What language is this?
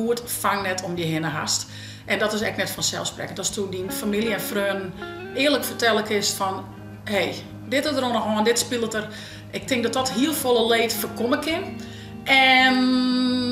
Western Frisian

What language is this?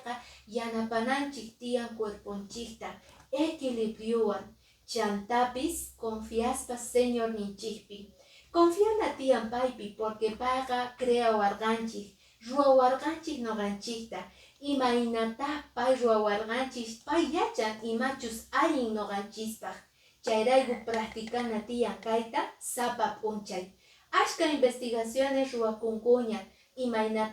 Quechua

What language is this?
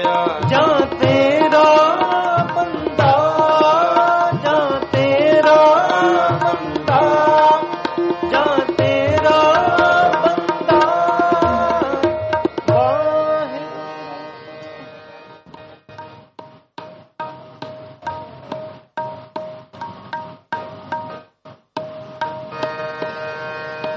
Punjabi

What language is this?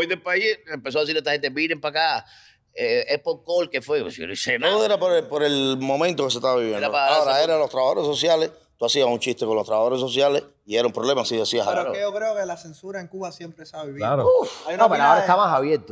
Spanish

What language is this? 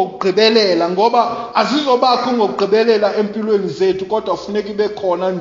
Xhosa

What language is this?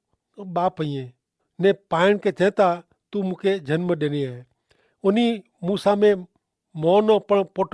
Kachhi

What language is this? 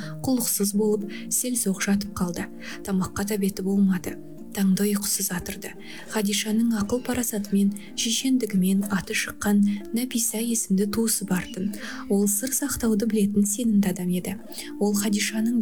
Kazakh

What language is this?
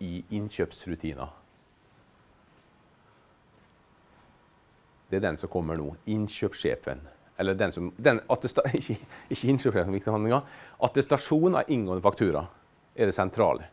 Norwegian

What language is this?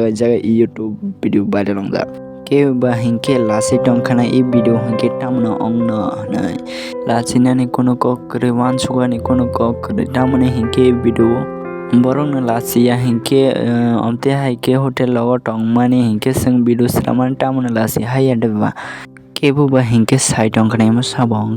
Kok Borok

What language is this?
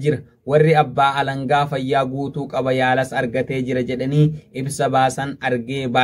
Oromo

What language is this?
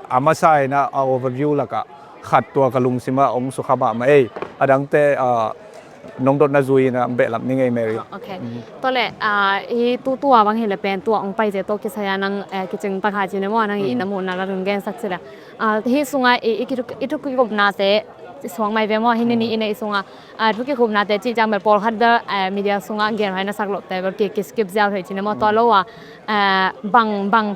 Tedim Chin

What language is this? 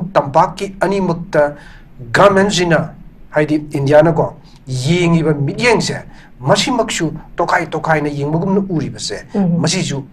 Manipuri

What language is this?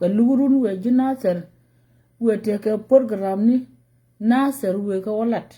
Nuer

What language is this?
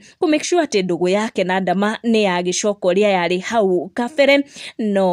Kikuyu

